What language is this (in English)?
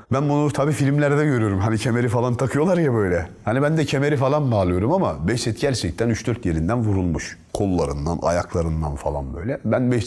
Turkish